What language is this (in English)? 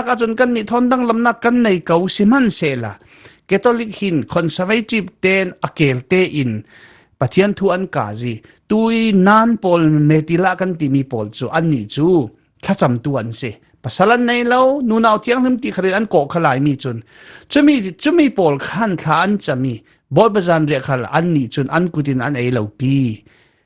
Falam Chin